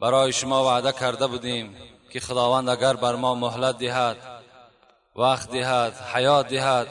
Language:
Tajik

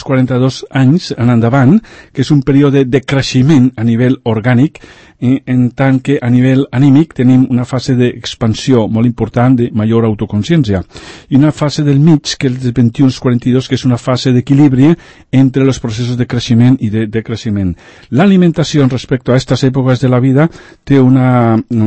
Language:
Catalan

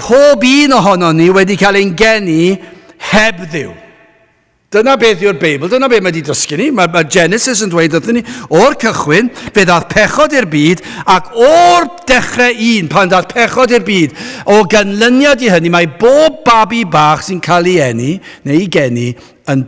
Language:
Welsh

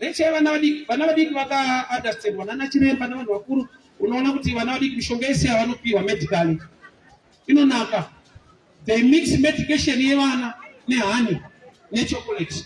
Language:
Shona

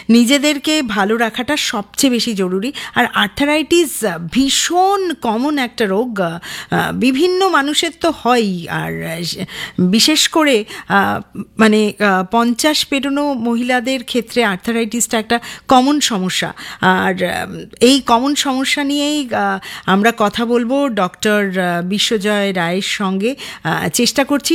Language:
Bangla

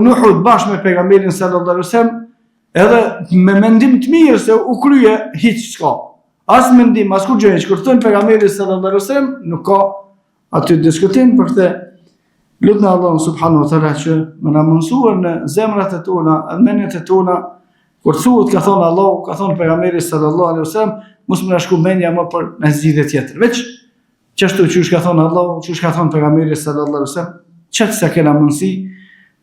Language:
Albanian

